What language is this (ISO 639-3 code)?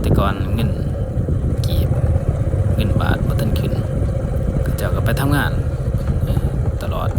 lao